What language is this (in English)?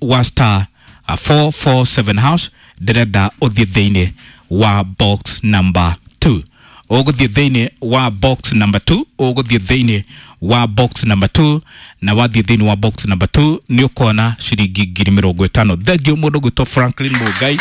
Kikuyu